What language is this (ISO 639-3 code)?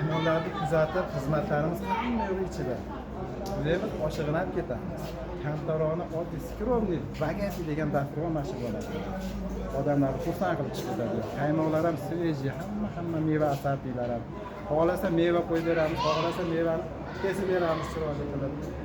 uzb